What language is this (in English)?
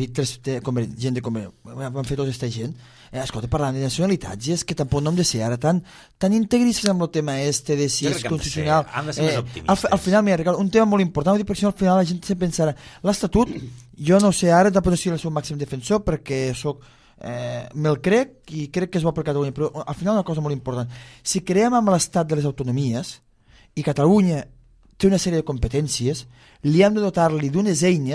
Catalan